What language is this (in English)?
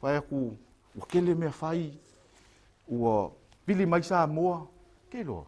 Samoan